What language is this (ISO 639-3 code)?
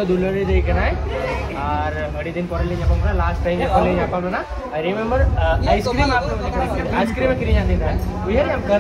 sat